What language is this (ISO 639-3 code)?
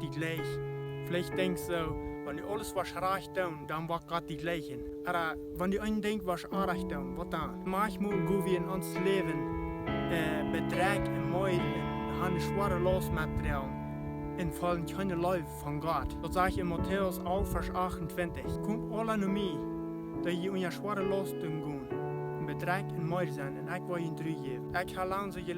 pdt